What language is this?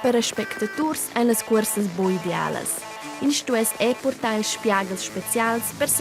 Romansh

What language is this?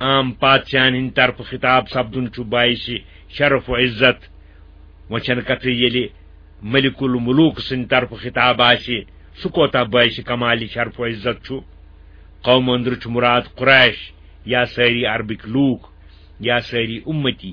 Kashmiri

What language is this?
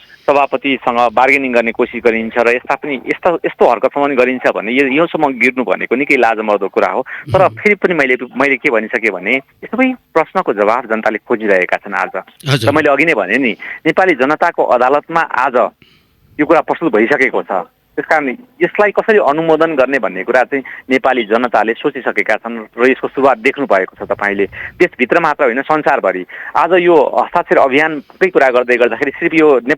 Nepali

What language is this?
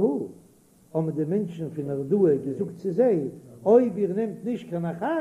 Yiddish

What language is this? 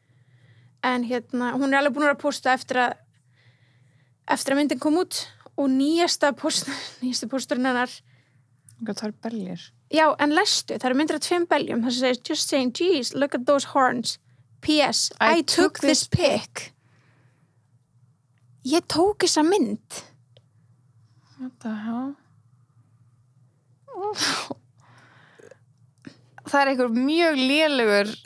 Icelandic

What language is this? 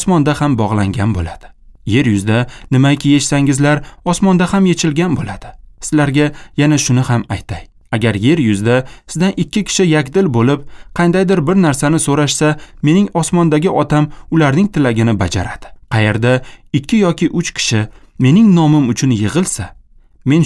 Uzbek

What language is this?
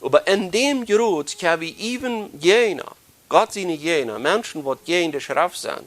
Plautdietsch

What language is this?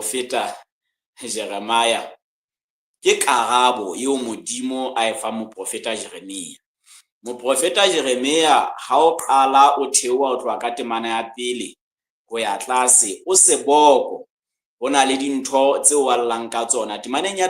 Southern Sotho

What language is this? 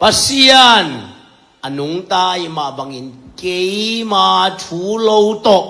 Tedim Chin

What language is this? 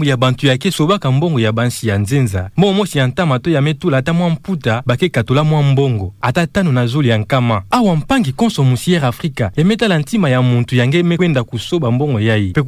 Kituba (Democratic Republic of Congo)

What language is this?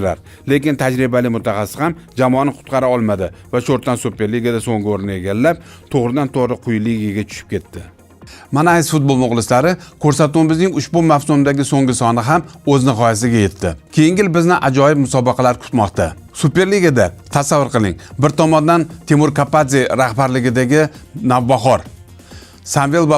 Uzbek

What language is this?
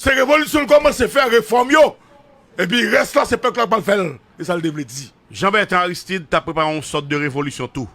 Haitian Creole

